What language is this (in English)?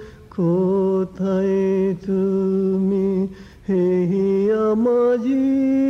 Bangla